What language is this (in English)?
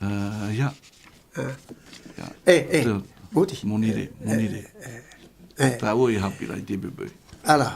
Tahitian